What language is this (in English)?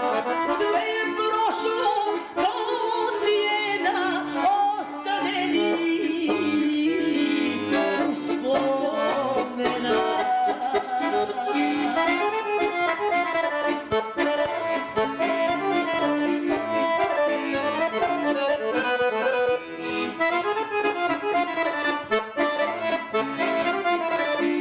Bosnian